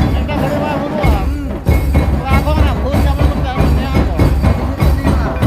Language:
Santali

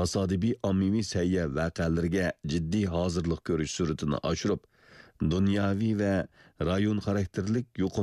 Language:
Uyghur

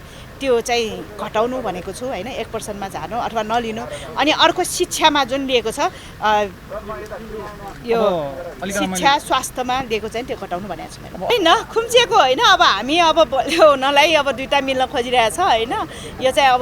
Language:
Nepali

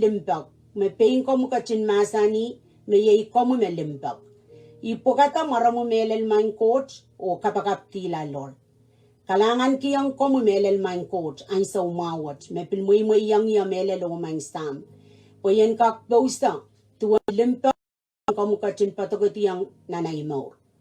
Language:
Pohnpeian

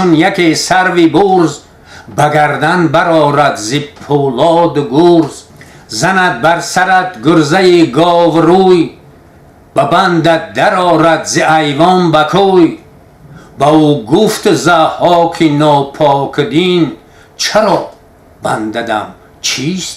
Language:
Tajik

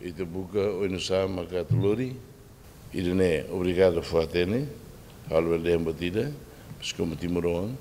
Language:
Tetum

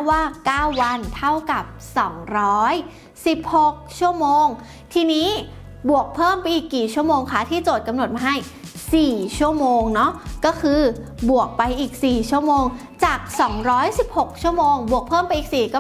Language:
Thai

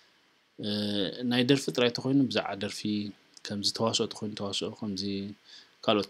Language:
Tigrinya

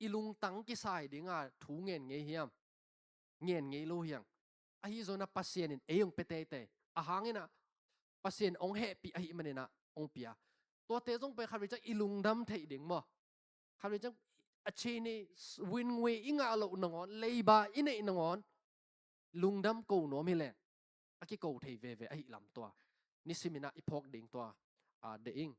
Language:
Tedim Chin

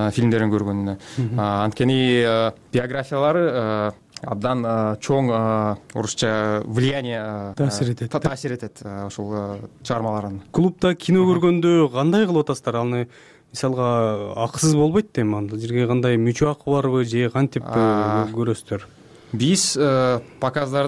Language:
Kyrgyz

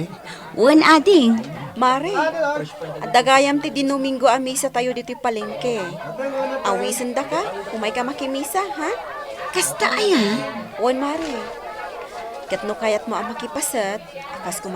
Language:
Iloko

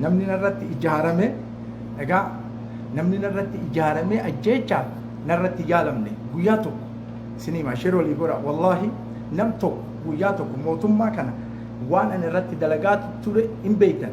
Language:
Oromo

